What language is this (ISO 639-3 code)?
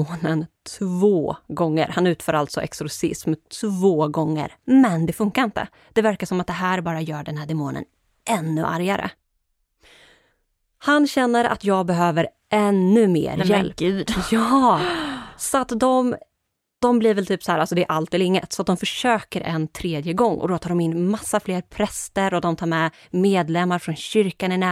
swe